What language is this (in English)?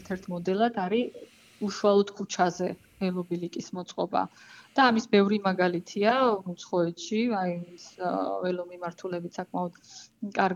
Georgian